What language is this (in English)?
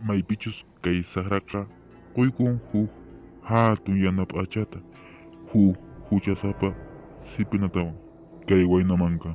Quechua